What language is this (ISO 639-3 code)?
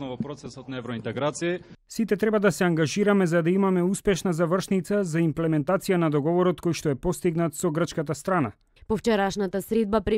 mkd